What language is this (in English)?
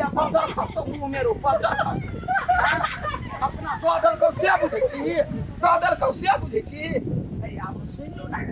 Maithili